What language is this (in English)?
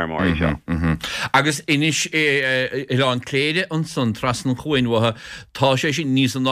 Irish